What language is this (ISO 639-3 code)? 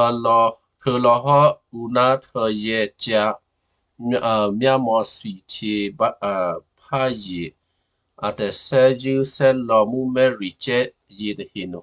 kyu